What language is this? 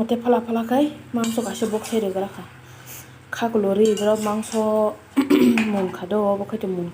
Kok Borok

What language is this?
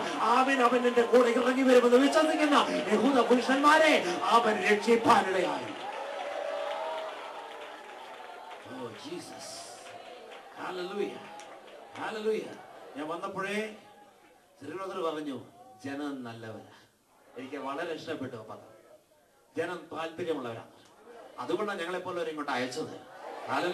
Malayalam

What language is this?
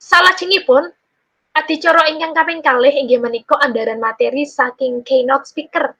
Javanese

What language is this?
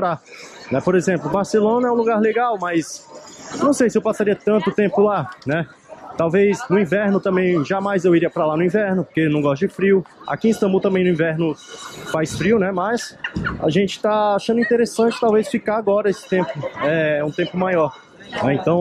Portuguese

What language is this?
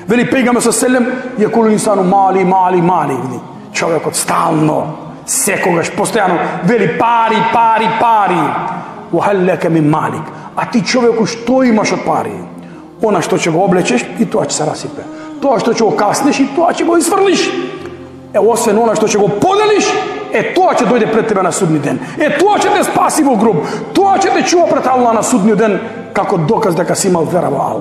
Macedonian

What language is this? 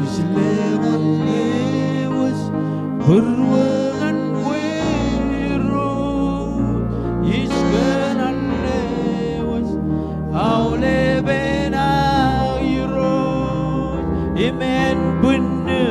Marshallese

